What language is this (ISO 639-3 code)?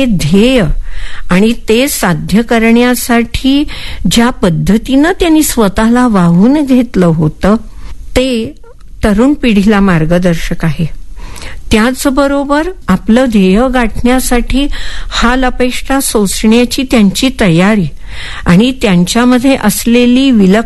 mar